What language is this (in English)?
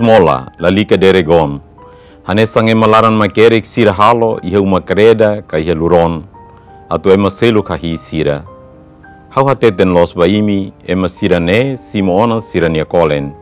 Tetum